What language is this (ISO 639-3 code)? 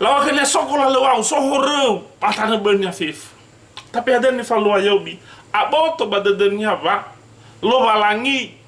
nia